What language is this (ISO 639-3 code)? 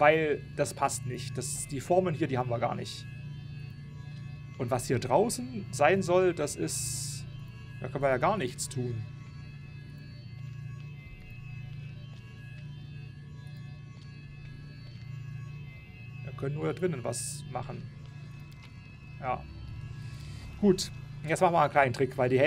deu